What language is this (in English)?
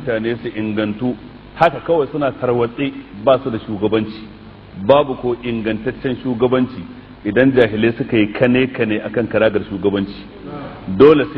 Hausa